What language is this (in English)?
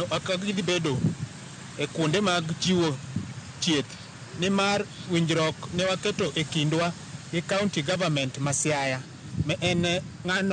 Luo (Kenya and Tanzania)